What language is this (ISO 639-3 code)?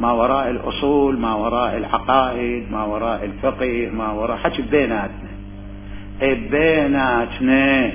acm